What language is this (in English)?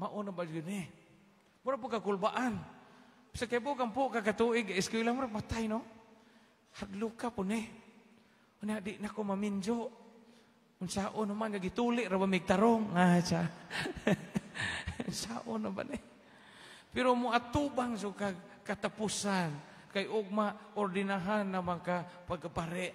Cebuano